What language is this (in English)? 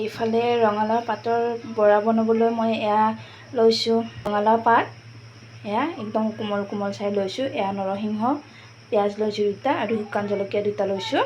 Assamese